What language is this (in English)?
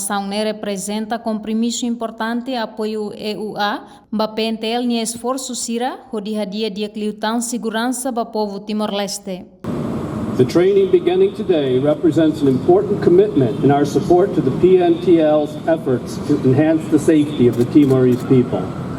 Tetum